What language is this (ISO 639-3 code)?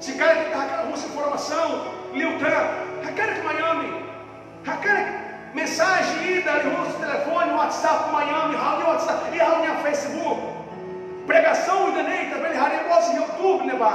tet